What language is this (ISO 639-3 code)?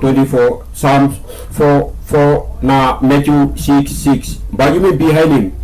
tpi